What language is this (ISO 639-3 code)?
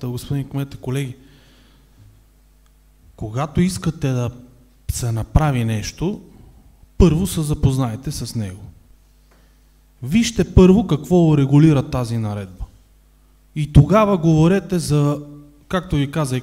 bul